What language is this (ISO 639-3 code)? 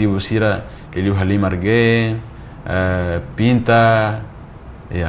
tet